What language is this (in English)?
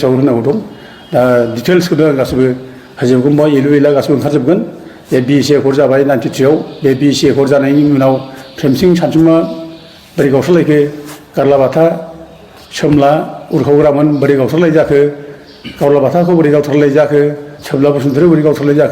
Bodo